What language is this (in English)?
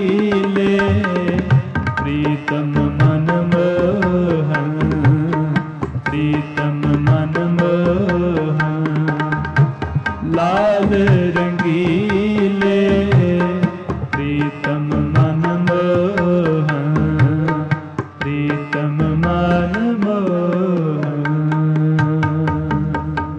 Hindi